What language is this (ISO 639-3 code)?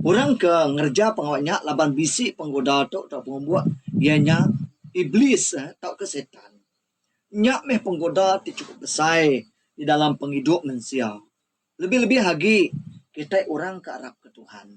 iba